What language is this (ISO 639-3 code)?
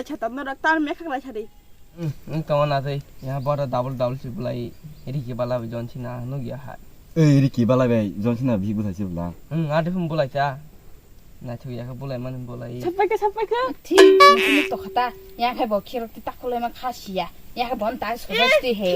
trp